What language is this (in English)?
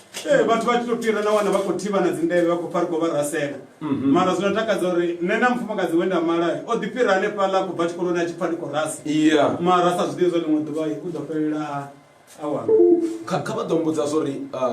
Venda